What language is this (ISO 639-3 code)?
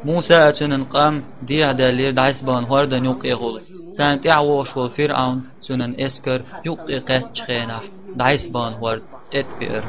che